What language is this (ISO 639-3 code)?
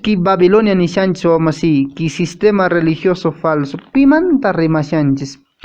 que